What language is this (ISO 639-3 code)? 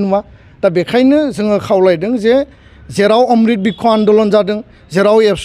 brx